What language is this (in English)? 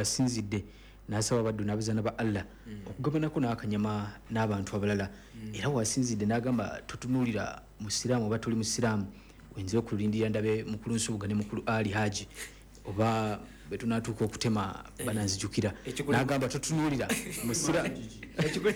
Ganda